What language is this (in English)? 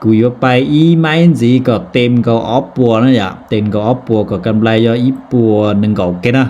Hmong